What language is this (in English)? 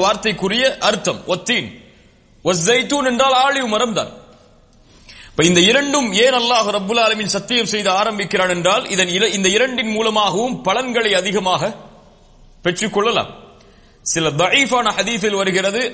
Tamil